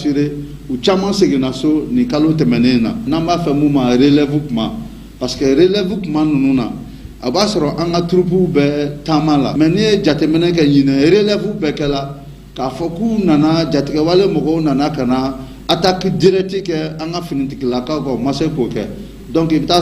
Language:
Bambara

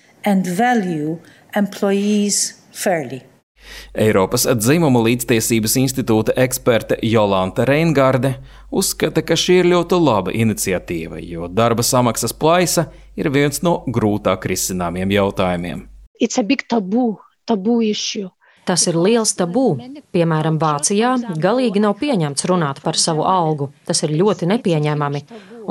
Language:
Latvian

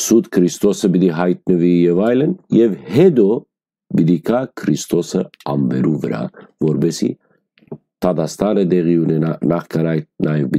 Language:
Western Armenian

